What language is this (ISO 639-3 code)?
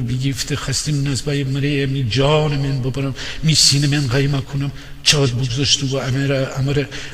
glk